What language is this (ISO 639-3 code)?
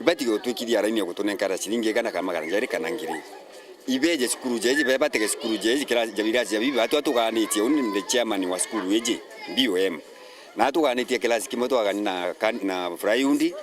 mer